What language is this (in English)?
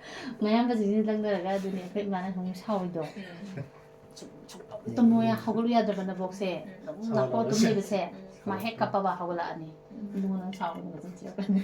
Manipuri